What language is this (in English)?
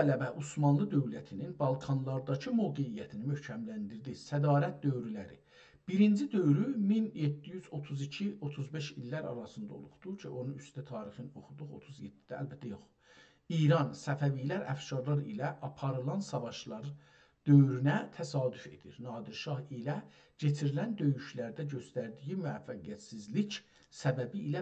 South Azerbaijani